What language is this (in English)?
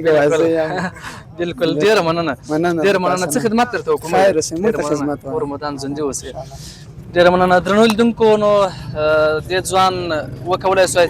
Pashto